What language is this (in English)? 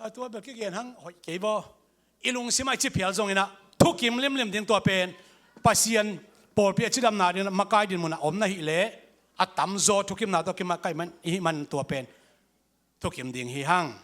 Tedim Chin